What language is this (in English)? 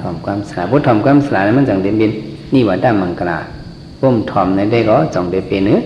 Shan